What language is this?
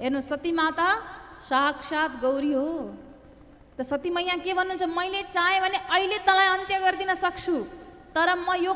Nepali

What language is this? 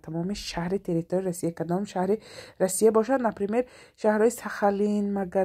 Tajik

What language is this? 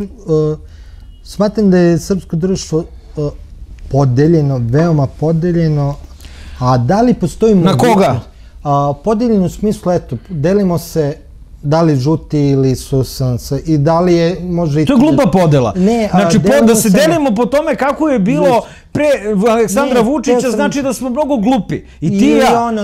Serbian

